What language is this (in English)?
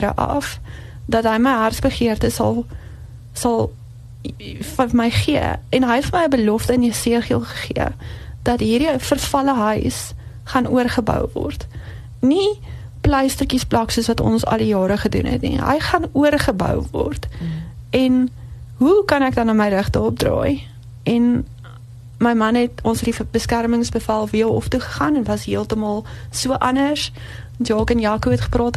Afrikaans